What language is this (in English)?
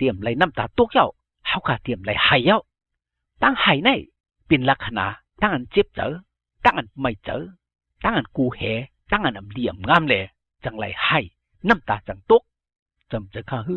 Shan